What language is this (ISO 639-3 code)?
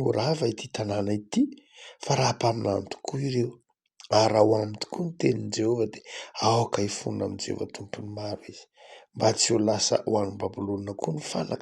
mlg